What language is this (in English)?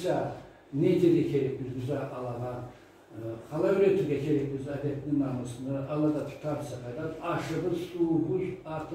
Karachay-Balkar